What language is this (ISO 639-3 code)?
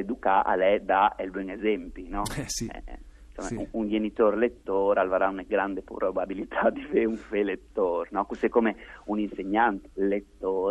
fur